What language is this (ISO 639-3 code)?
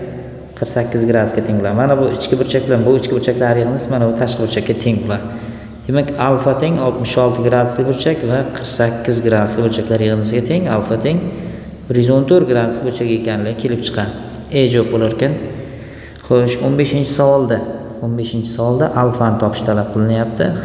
uzb